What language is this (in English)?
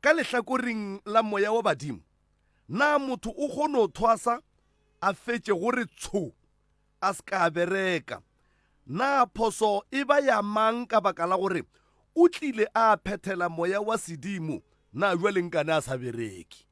Northern Sotho